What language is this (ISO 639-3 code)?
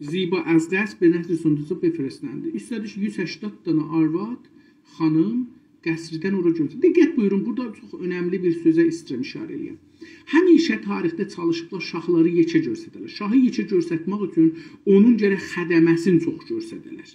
azb